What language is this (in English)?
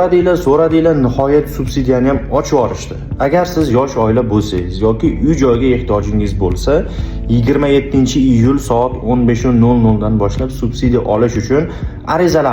Uzbek